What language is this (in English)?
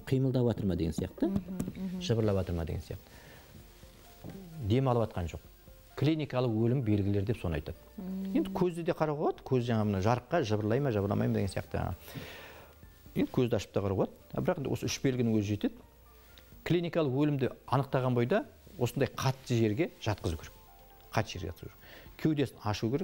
Kazakh